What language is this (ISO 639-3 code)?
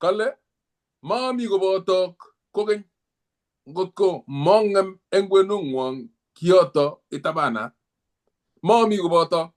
kln